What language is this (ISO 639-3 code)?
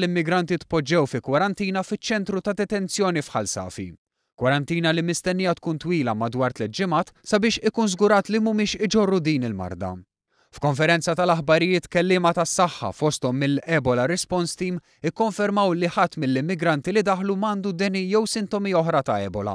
mlt